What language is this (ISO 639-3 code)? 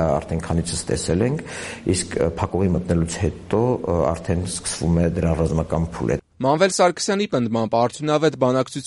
hye